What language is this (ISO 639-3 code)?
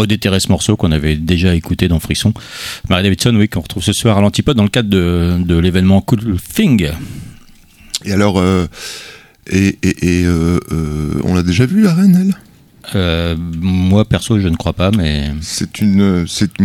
fra